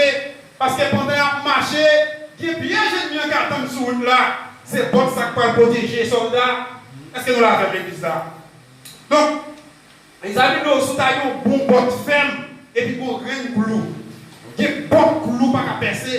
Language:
Haitian Creole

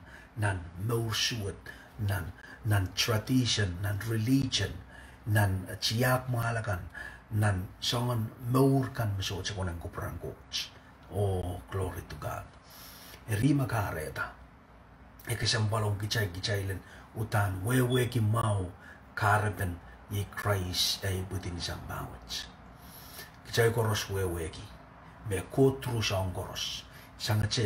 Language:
Pohnpeian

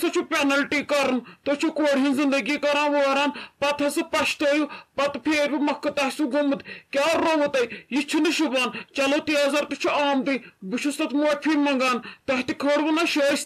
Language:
Kashmiri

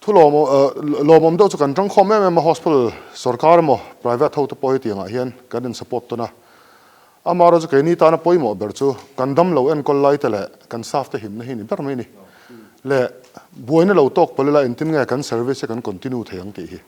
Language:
Mizo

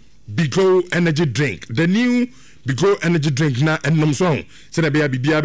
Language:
Akan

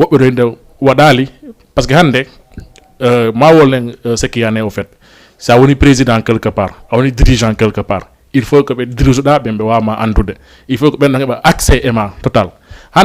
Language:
Fula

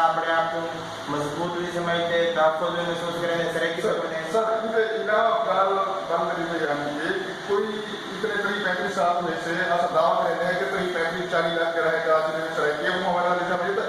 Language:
Saraiki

